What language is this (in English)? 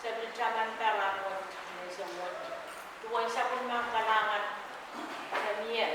Pohnpeian